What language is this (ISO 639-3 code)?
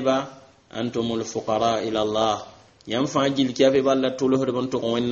mos